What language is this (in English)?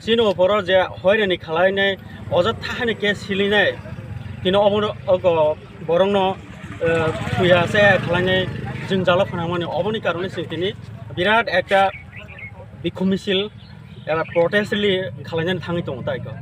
Kok Borok